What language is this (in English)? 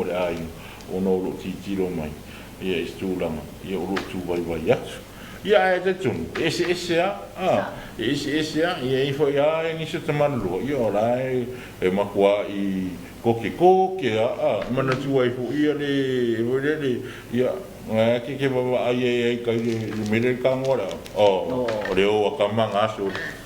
Samoan